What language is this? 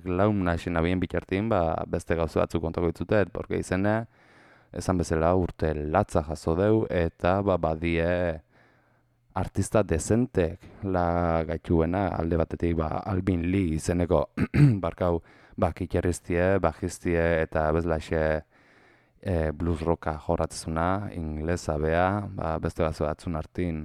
Basque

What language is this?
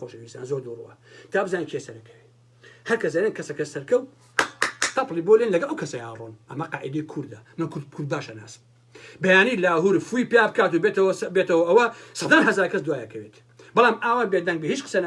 Central Kurdish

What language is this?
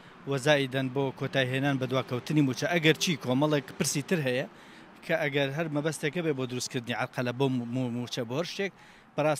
Central Kurdish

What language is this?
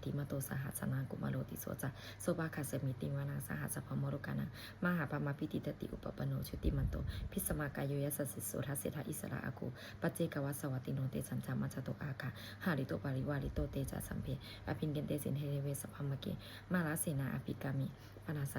Pali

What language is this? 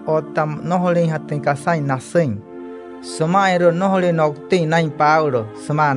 Wayuu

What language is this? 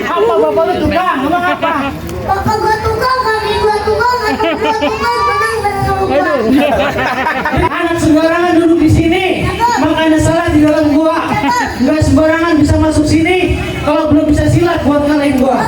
Betawi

